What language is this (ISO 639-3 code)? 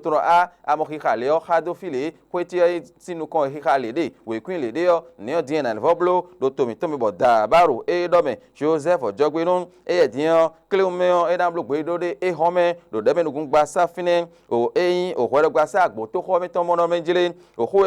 fon